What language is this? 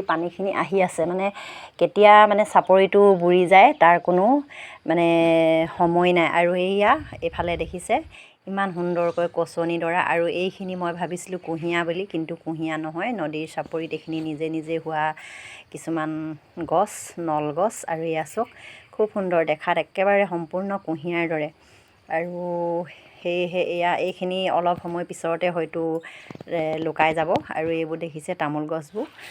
Assamese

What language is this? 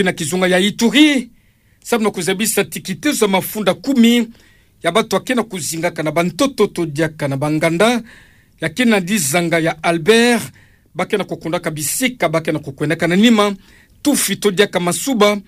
Kituba (Democratic Republic of Congo)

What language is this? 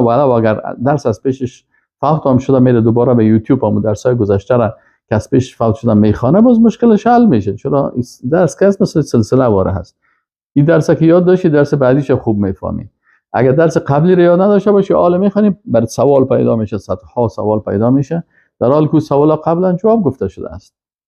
Persian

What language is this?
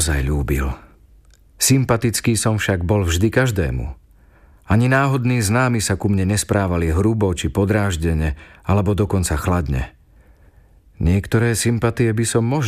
Slovak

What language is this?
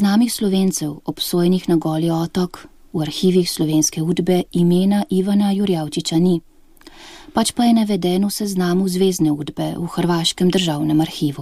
Slovenian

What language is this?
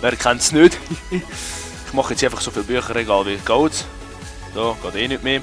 Swiss German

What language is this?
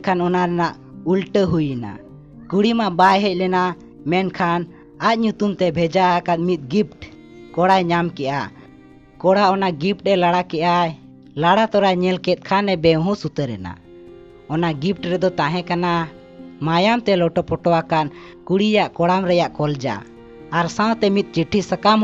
Santali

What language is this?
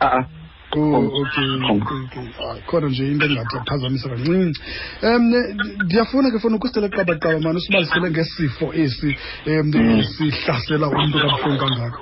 Xhosa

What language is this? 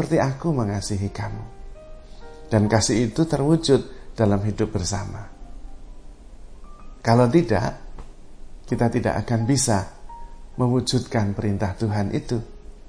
Indonesian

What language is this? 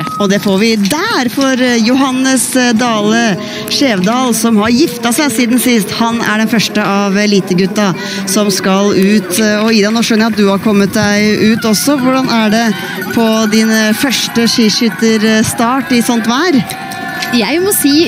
Norwegian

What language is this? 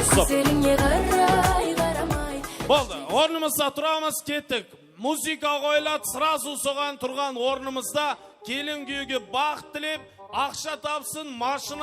Kara-Kalpak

